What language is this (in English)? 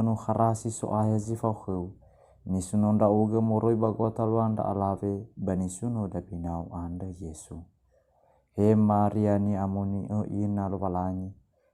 Nias